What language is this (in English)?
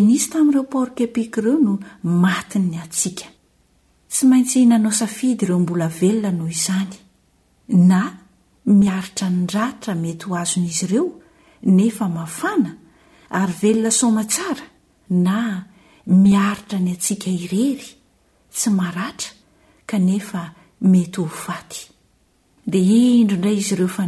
Malagasy